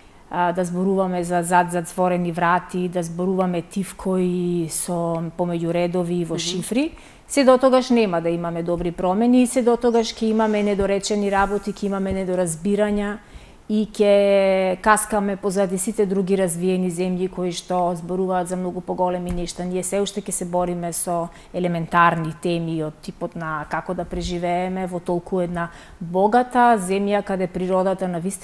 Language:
Macedonian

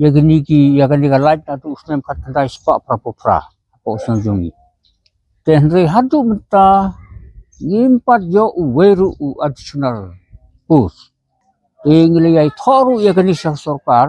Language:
Khasi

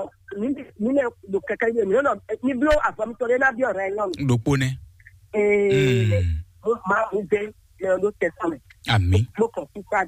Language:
Fon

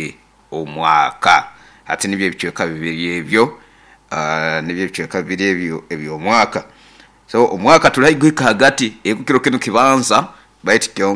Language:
Nyoro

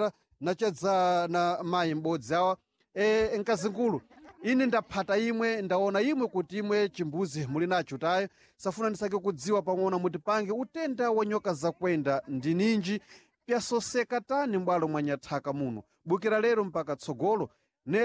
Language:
Sena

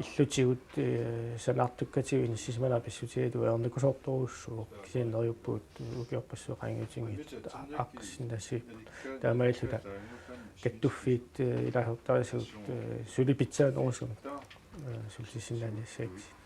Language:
Kalaallisut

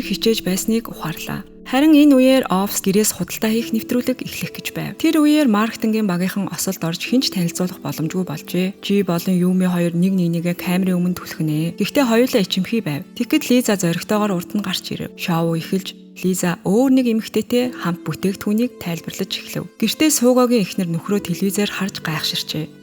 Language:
Mongolian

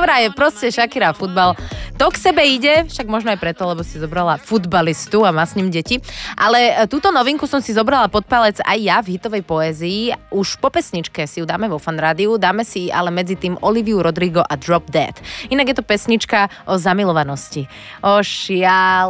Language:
Slovak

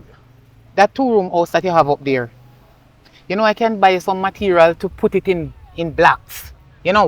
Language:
Jamaican Creole English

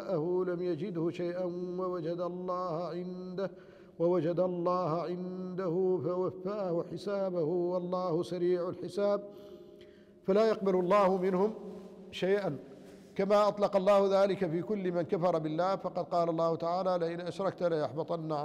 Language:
Arabic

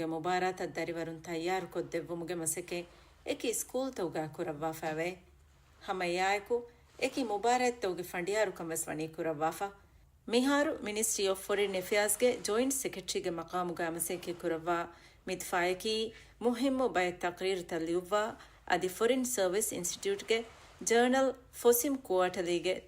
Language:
Divehi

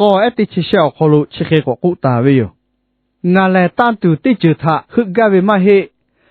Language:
Lahu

